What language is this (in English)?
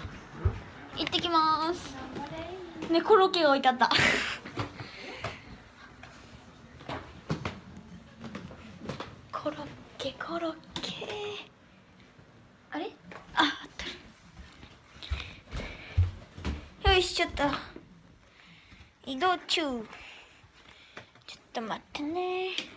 Japanese